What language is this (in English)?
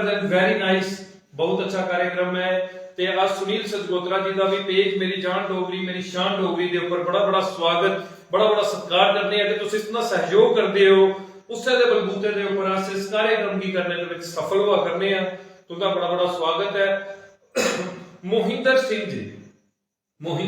Dogri